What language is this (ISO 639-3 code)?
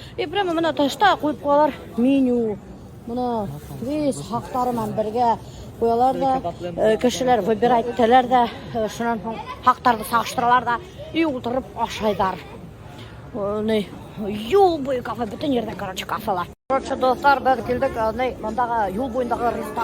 bak